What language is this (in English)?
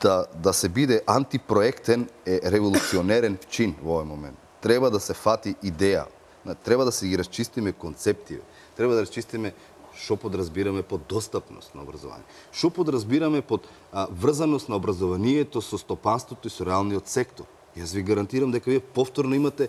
Macedonian